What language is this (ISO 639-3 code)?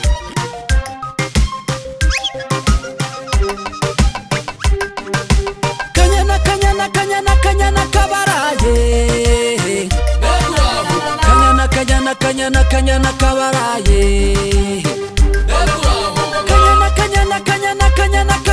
kin